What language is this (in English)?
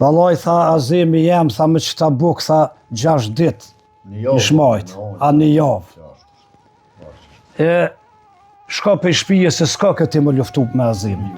Albanian